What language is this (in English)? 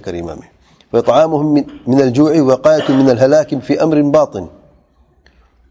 Urdu